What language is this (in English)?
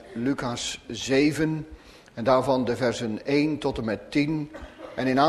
Dutch